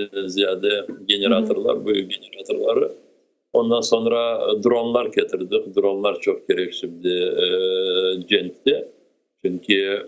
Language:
Crimean Tatar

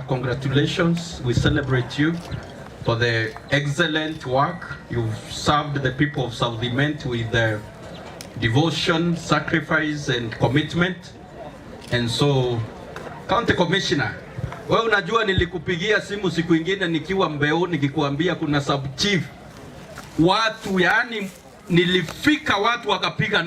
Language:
Meru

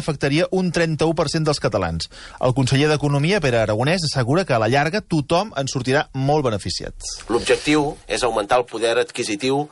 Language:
Catalan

